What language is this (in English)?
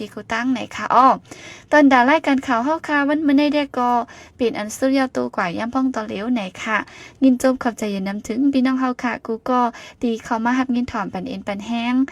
Shan